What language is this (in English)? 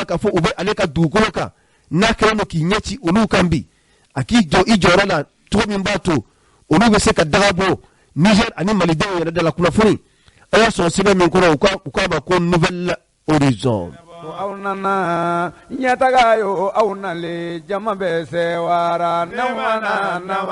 Bambara